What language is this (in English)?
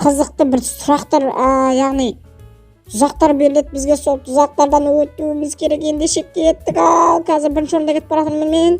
Kazakh